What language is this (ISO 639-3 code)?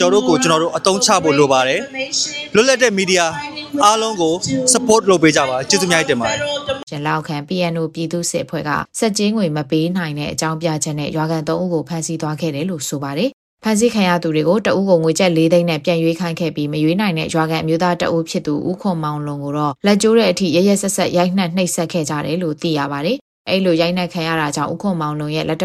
mya